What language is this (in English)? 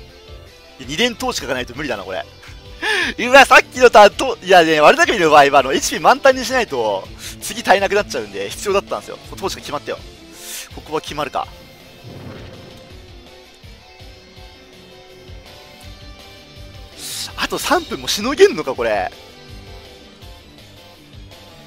Japanese